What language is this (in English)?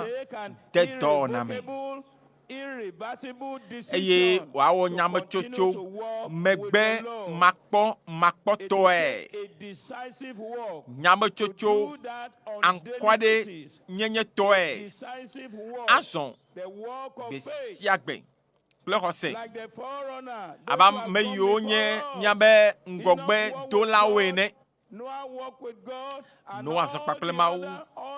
Ewe